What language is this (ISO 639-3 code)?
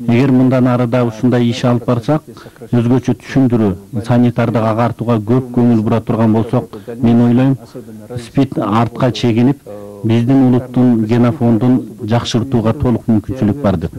kir